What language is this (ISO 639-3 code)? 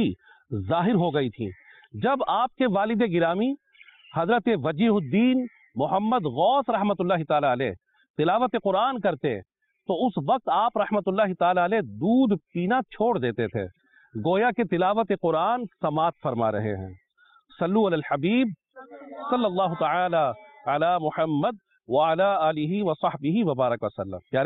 urd